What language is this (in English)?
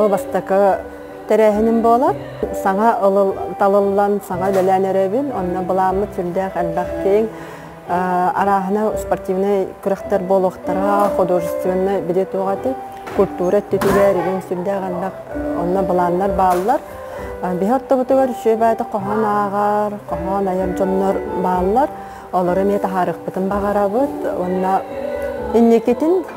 Yakut